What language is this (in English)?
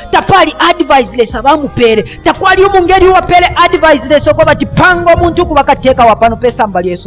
Bemba